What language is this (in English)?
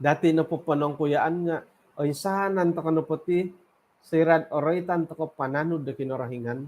Central Dusun